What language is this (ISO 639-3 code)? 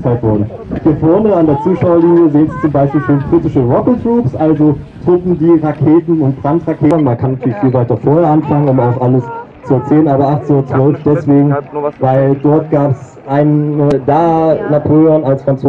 deu